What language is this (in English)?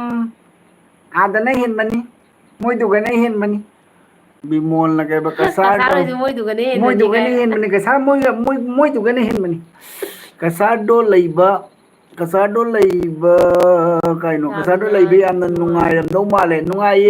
Manipuri